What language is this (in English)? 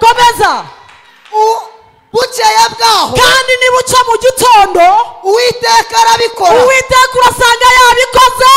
Kinyarwanda